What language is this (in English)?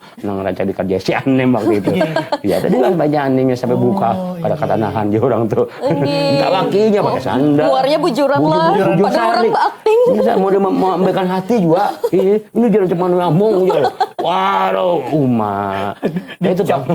Banjar